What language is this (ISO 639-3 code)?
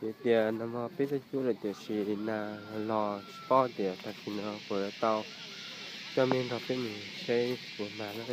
hmn